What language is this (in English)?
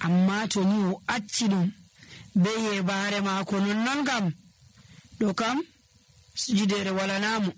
Nigerian Fulfulde